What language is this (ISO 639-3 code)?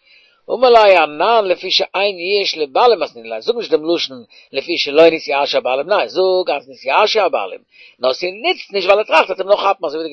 yid